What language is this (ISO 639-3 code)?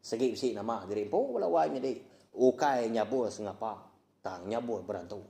iba